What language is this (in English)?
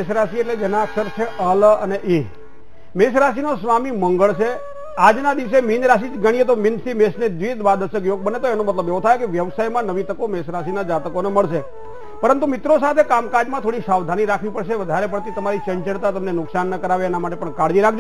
Gujarati